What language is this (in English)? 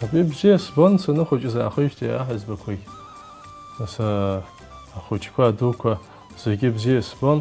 Abkhazian